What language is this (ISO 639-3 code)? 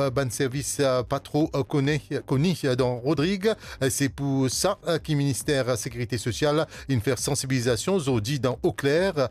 mfe